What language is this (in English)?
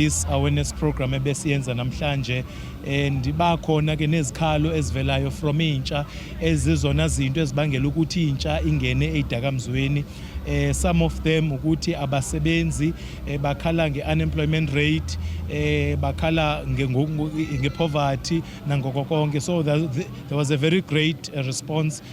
Zulu